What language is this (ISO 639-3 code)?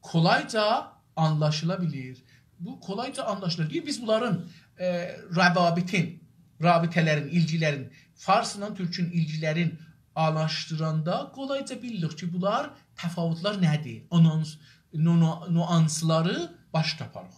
azb